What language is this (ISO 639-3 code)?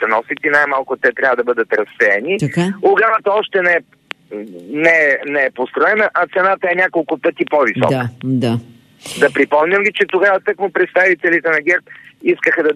bul